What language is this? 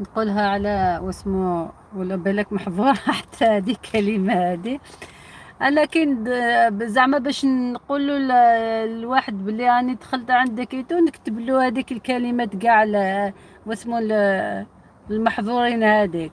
Algerian Arabic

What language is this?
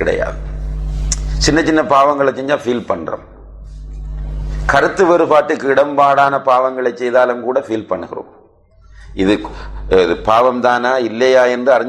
Tamil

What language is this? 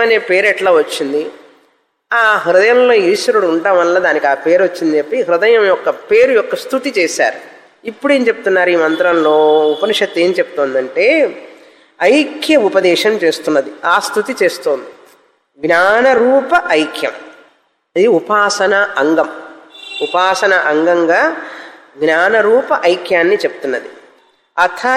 Telugu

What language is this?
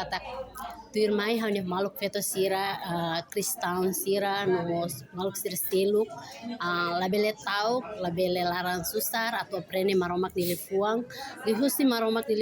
Tetum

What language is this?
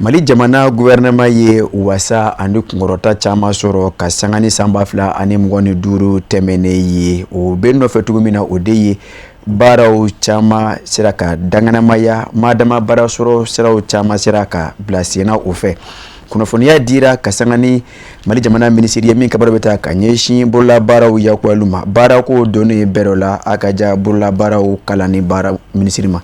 Bambara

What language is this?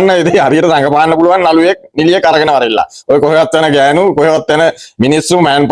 Sinhala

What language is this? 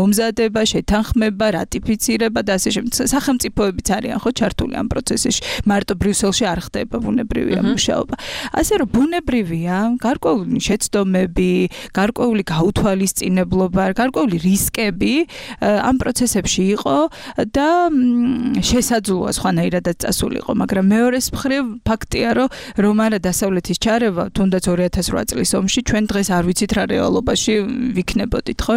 Georgian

